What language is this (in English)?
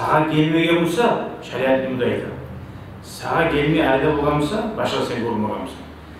Kumyk